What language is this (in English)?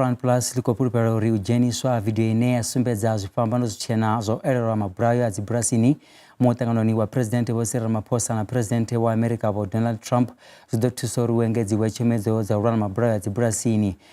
Venda